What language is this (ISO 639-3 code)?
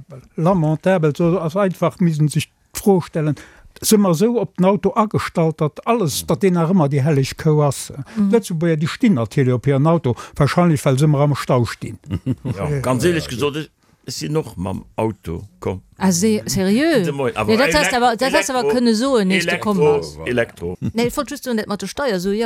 ltz